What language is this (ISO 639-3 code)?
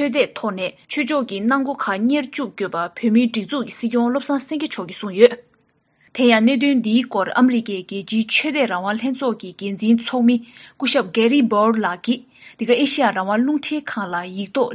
bod